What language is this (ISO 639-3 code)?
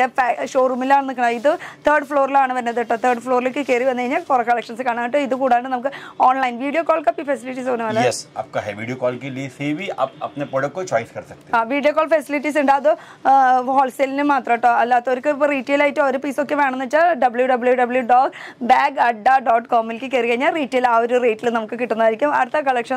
mal